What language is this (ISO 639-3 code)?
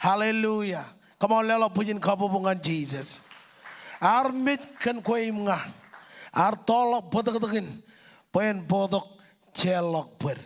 mah